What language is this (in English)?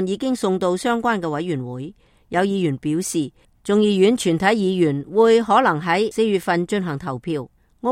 Cantonese